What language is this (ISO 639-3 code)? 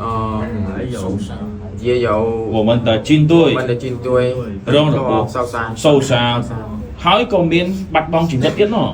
khm